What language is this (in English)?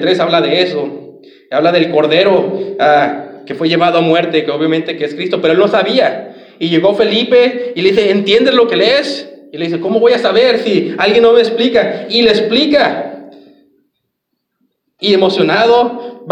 Spanish